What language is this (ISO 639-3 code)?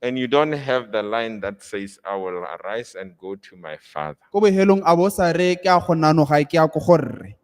tsn